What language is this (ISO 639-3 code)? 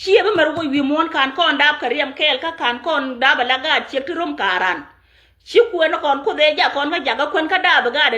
nus